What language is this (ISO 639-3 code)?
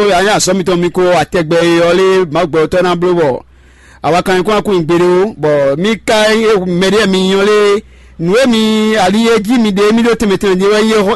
fon